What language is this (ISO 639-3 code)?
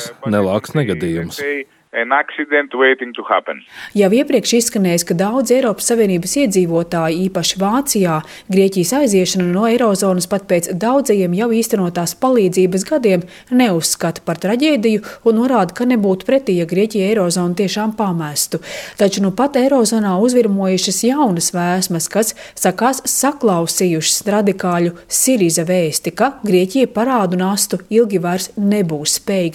lav